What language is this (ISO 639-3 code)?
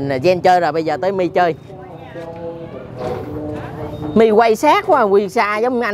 vie